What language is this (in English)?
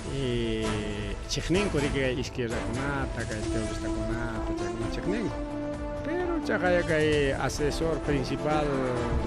Ayacucho Quechua